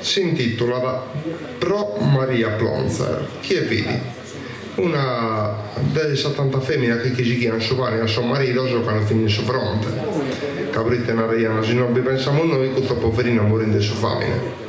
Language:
Sardinian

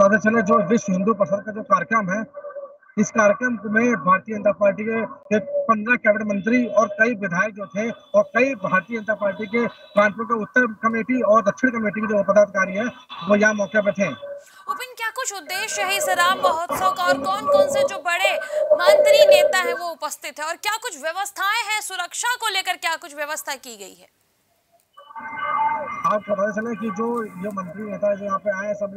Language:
Hindi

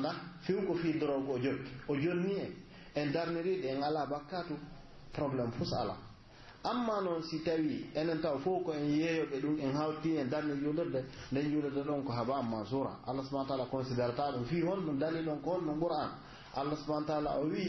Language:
Pular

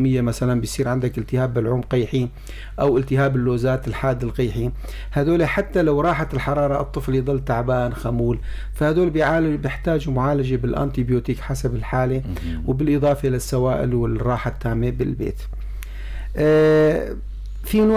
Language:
North Levantine Arabic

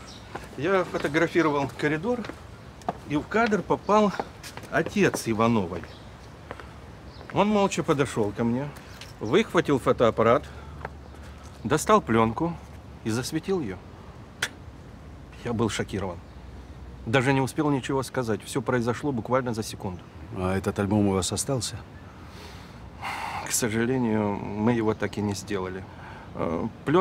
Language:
Russian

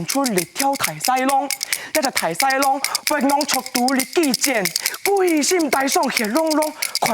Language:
Hakka Chinese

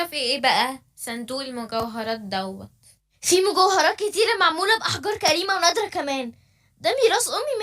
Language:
Egyptian Arabic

